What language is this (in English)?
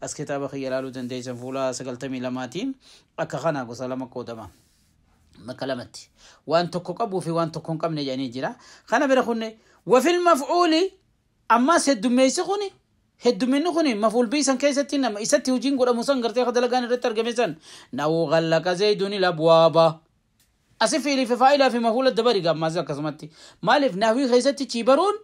Oromo